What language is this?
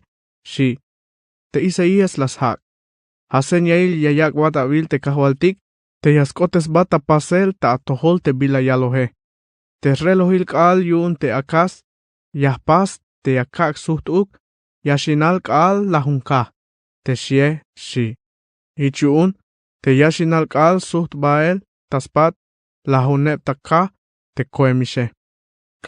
Tzeltal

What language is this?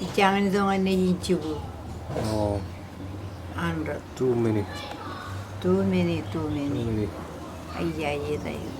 Marshallese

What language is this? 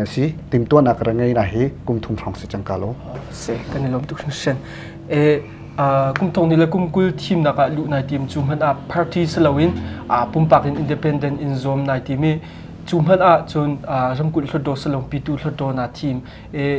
Hakha Chin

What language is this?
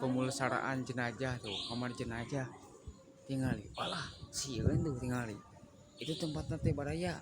Sundanese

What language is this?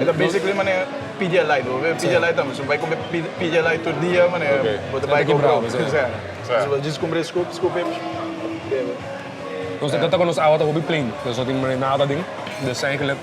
Papiamento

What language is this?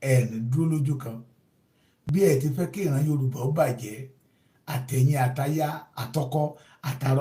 Yoruba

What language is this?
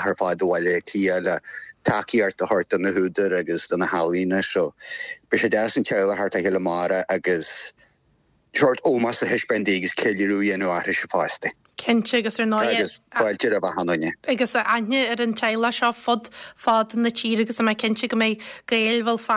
Irish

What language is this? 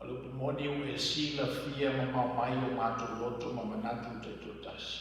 Samoan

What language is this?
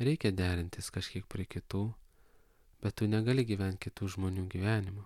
Lithuanian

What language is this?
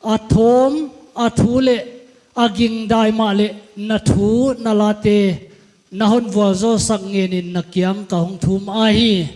Paite Chin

